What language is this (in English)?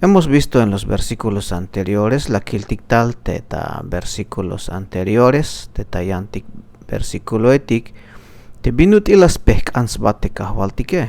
Tzeltal